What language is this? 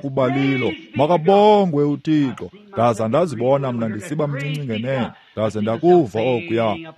Xhosa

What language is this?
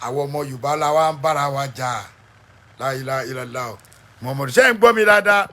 Yoruba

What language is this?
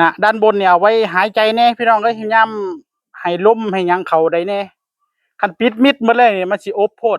Northeastern Thai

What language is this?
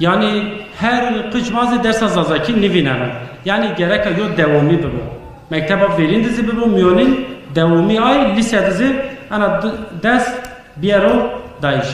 Zaza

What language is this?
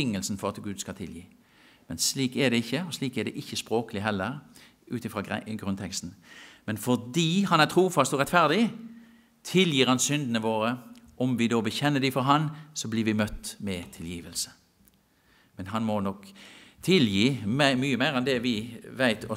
Norwegian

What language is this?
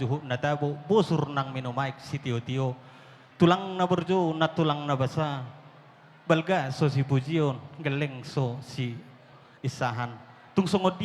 Batak Toba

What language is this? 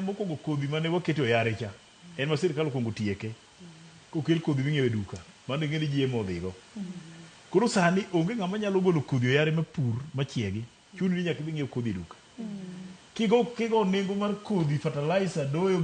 Luo (Kenya and Tanzania)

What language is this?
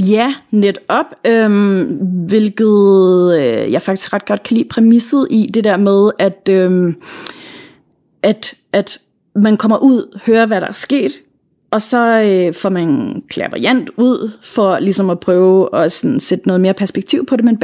Danish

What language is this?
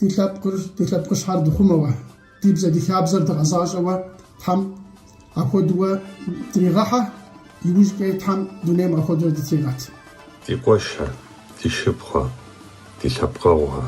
Kabardian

